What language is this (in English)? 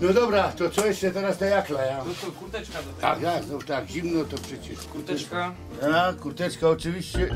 Silesian